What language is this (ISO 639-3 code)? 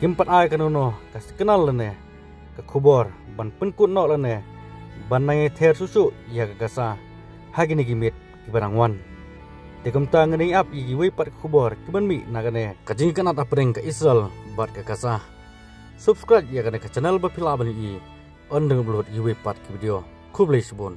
kha